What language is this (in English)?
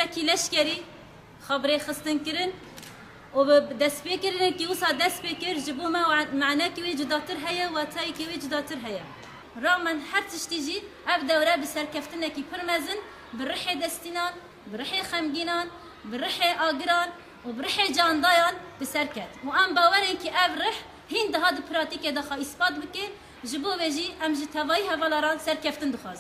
Kurdish